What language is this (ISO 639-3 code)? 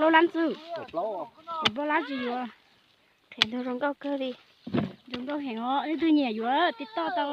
hmn